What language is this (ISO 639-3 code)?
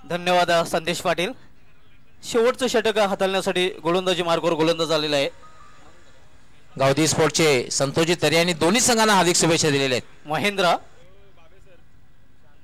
mar